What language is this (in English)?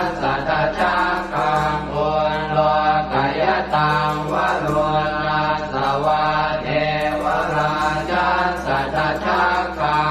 Pali